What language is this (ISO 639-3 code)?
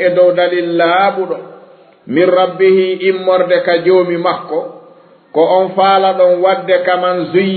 ful